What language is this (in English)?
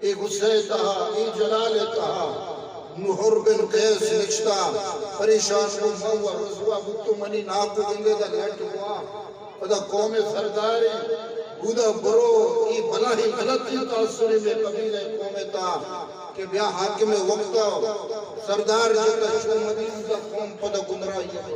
Eastern Balochi